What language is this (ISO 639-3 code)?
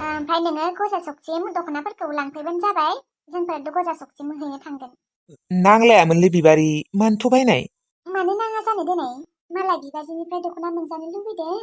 brx